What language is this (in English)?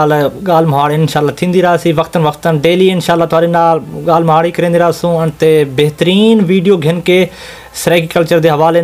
Saraiki